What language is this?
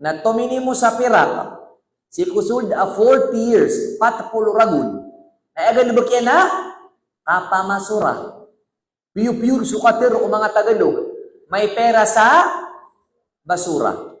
Maranao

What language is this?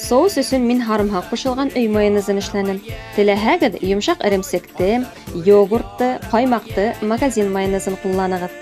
Bashkir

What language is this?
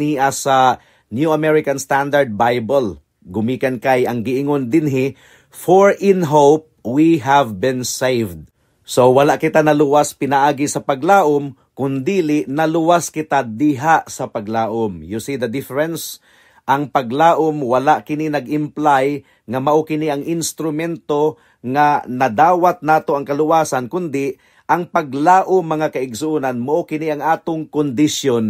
Cebuano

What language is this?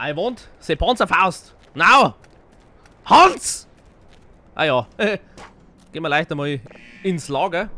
Bavarian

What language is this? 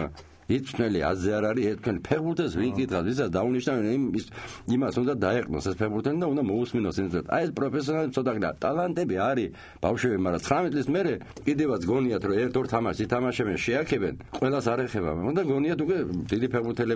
Georgian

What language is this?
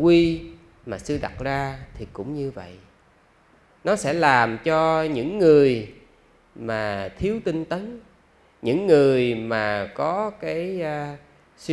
Vietnamese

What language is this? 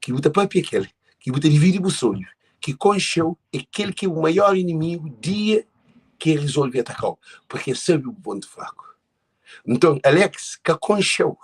Kabuverdianu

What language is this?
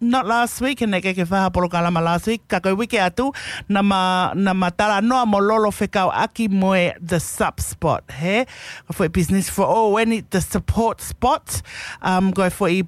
Tongan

